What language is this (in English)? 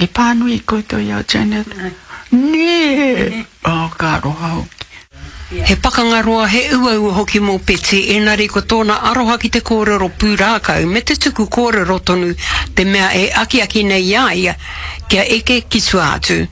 Māori